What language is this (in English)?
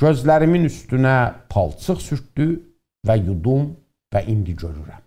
South Azerbaijani